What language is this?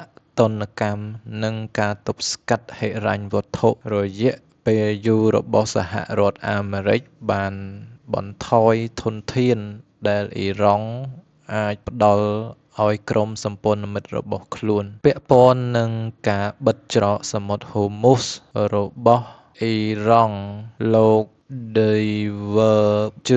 Khmer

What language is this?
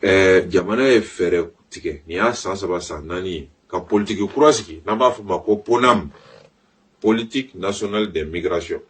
Bambara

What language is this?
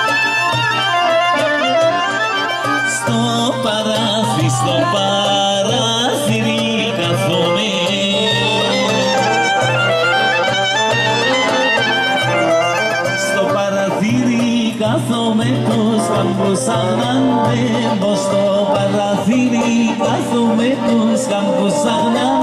Greek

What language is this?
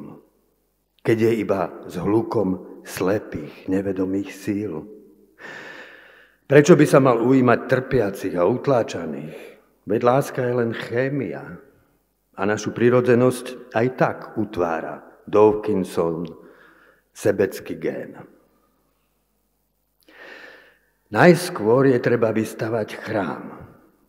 Slovak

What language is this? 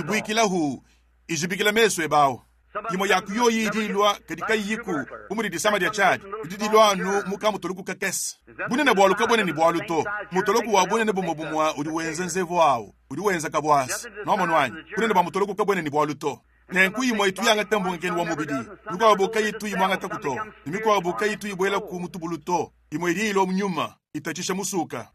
Luba-Lulua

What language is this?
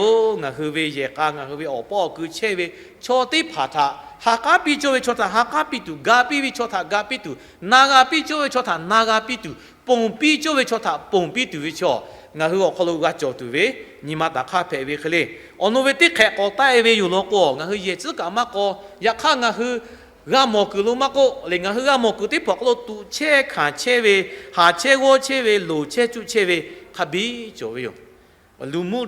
Lahu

